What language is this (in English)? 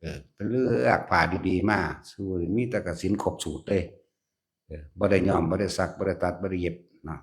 Northeastern Thai